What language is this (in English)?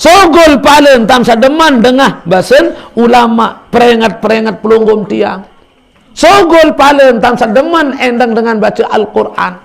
Sasak